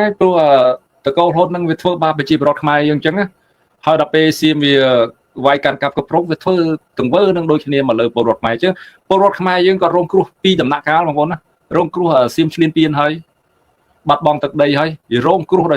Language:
Khmer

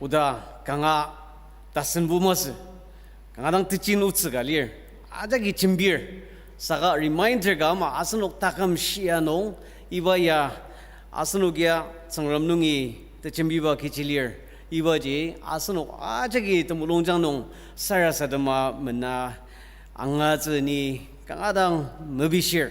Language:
Ao Naga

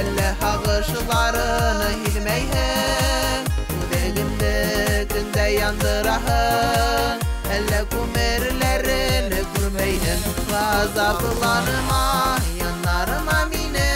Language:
Bashkir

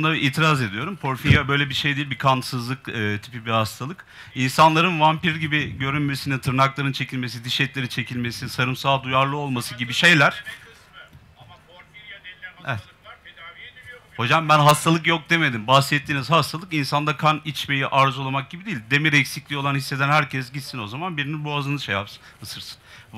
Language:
Turkish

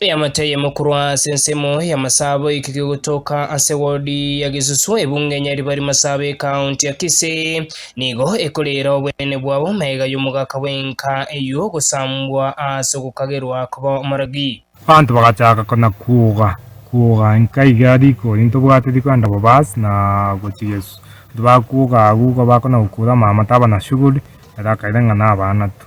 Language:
Gusii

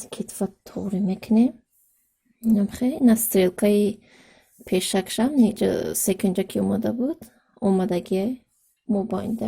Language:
Tajik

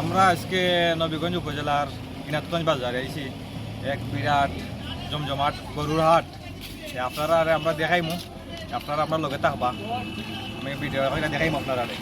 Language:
Sylheti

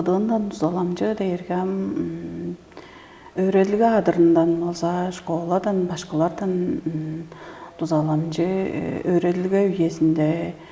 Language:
Tuvinian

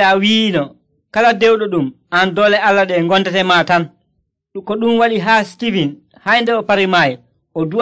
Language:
Nigerian Fulfulde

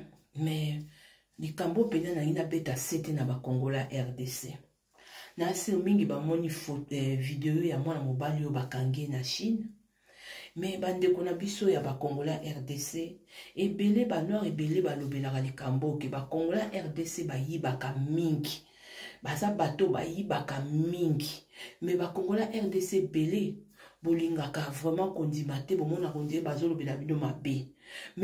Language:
Lingala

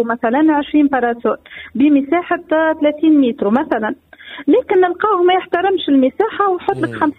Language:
Tunisian Arabic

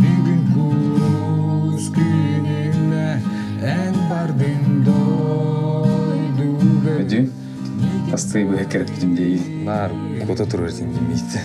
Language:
Yakut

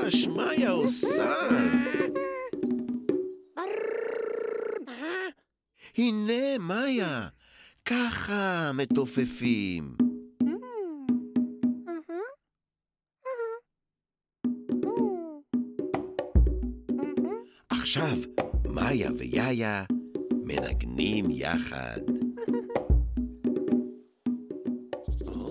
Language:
Hebrew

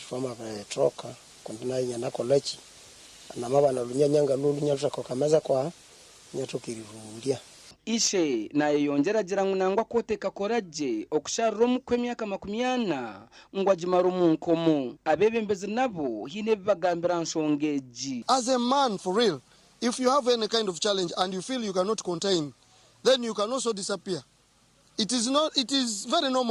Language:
Nyankole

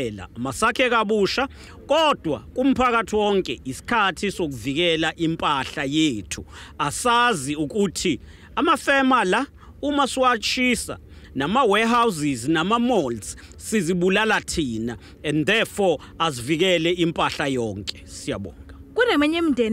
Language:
Zulu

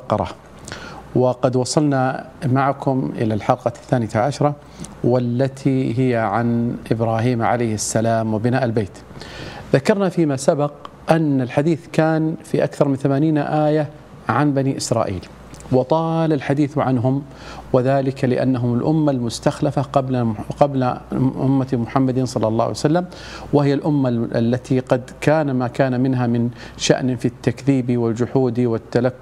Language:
Arabic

